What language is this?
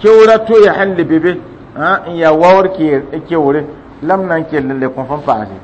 Mossi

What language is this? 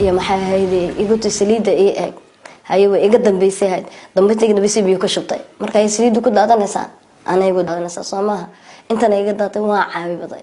Somali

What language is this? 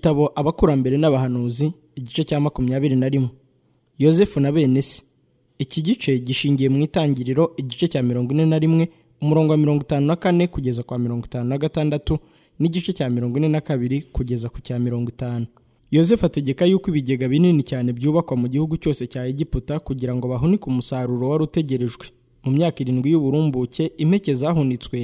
Kinyarwanda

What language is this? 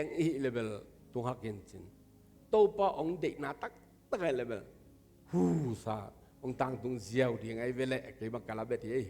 Tedim Chin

